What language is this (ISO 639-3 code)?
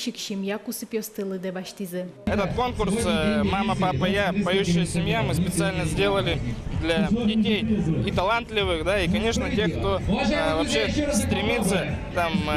udm